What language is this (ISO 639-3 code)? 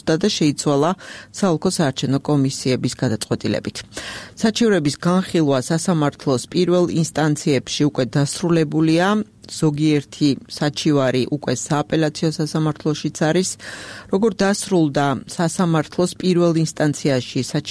kat